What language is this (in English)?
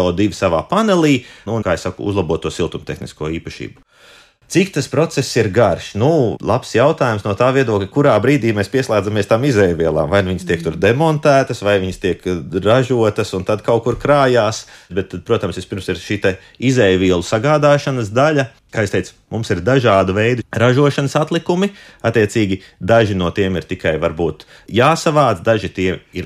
Latvian